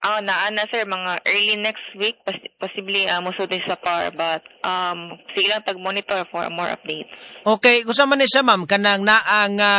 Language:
Cebuano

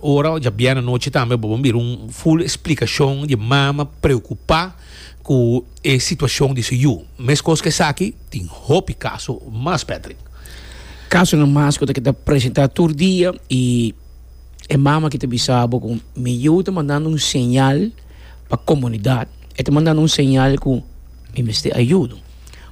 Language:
Papiamento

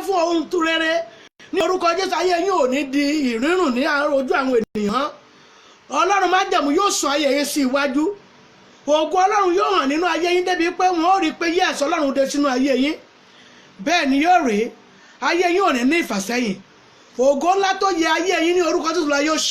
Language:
Yoruba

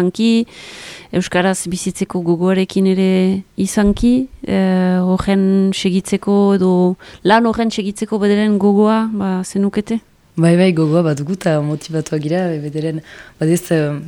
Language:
Basque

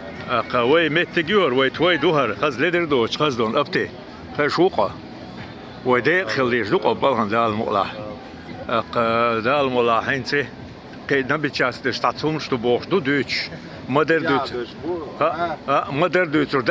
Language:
Chechen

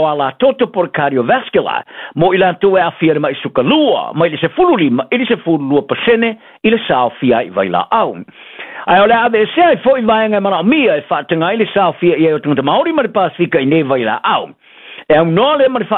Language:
Samoan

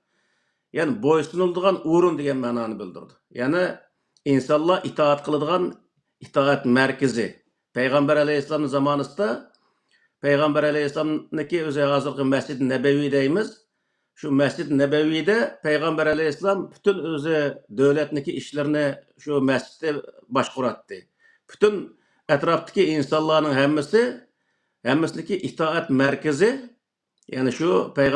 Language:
Uyghur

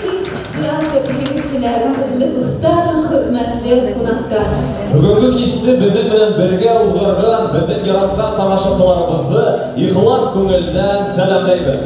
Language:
Bashkir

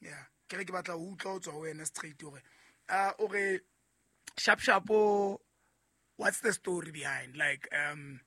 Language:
Southern Sotho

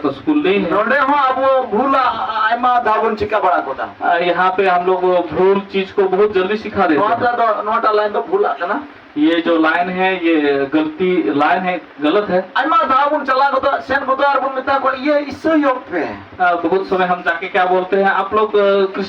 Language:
Santali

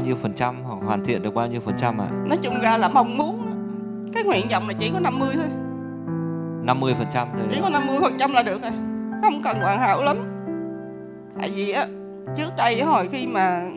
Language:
Vietnamese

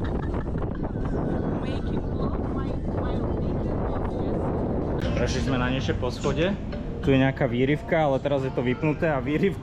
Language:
Slovak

